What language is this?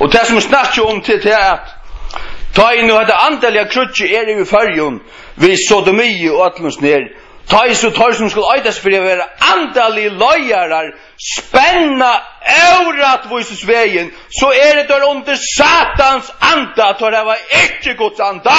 Faroese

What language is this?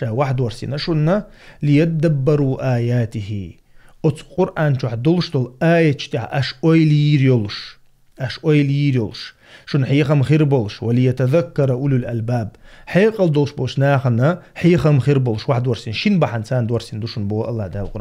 Chechen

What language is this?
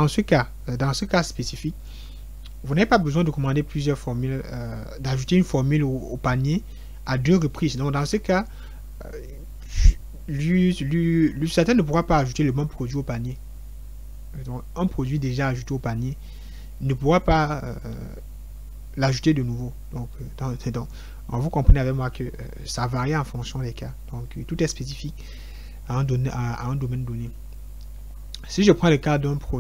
French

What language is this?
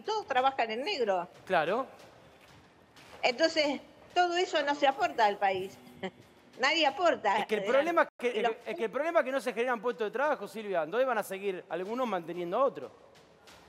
Spanish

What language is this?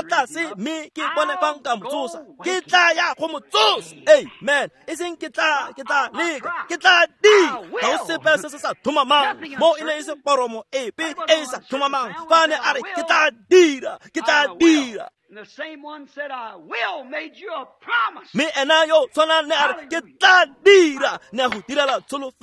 Tswana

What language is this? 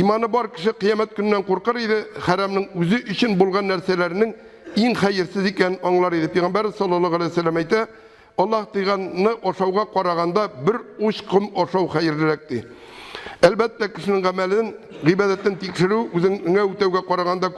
Tatar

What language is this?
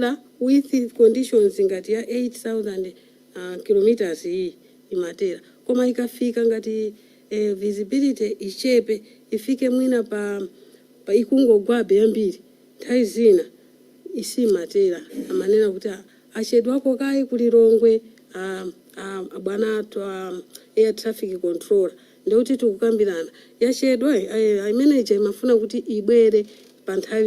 Nyanja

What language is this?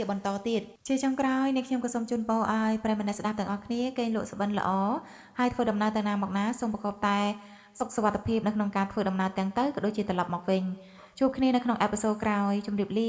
Khmer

